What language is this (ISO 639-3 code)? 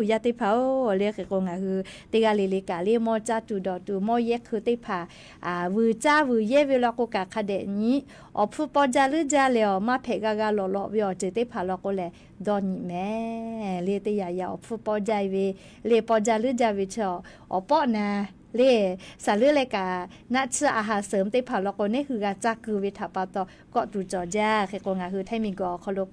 lhu